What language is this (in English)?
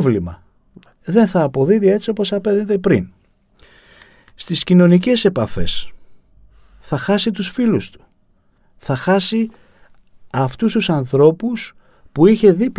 Greek